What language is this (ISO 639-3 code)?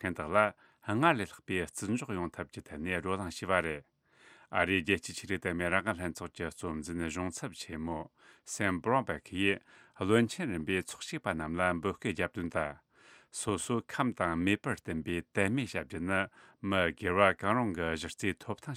bod